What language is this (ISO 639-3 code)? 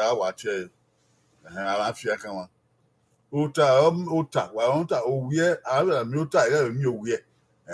bin